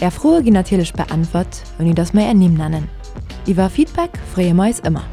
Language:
Luxembourgish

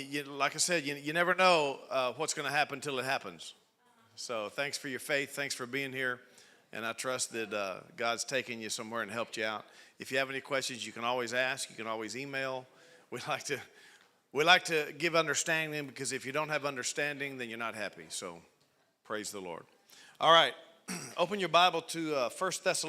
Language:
English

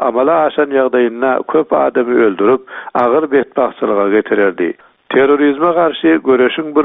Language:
Turkmen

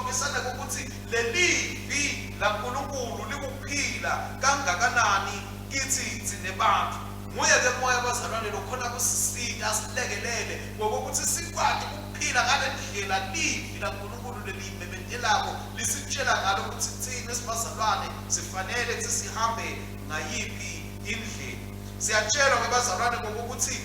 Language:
Swati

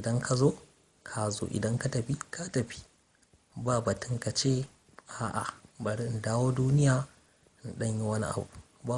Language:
Hausa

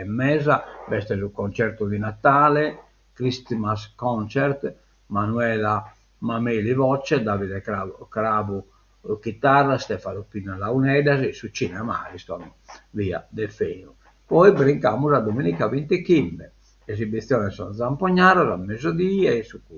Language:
Sardinian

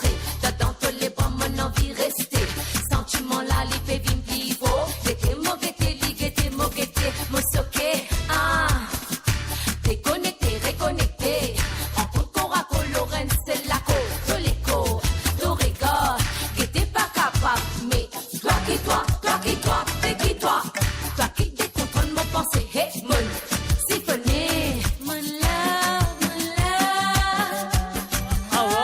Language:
Morisyen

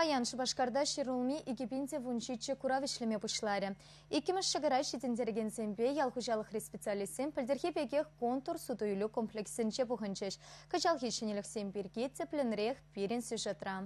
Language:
Chuvash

